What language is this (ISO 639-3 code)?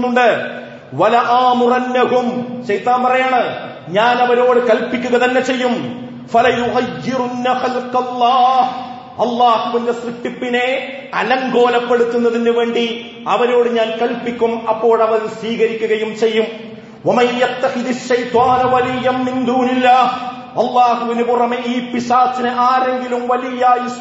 mal